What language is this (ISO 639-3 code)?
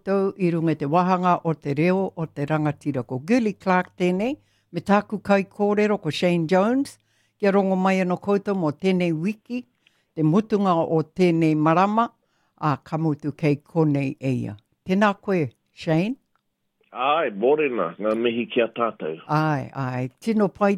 mri